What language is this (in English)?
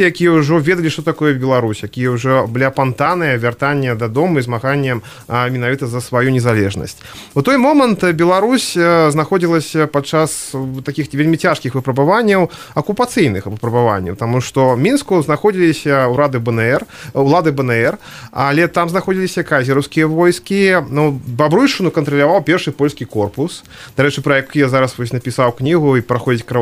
Belarusian